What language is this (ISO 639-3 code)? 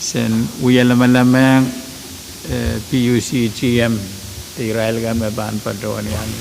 pon